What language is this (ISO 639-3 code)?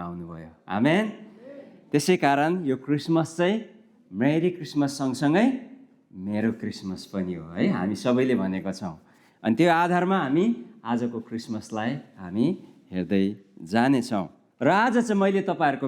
nep